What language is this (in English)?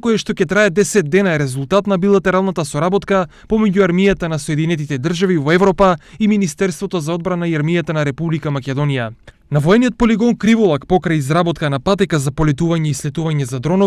Macedonian